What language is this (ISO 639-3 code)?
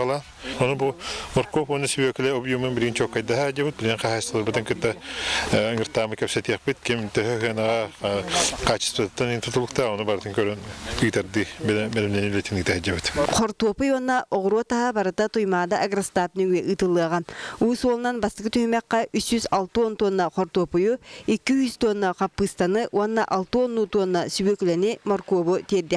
sah